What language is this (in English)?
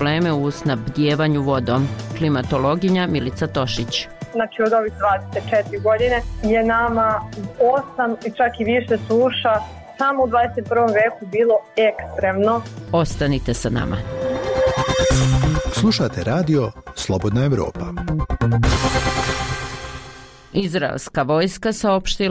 Serbian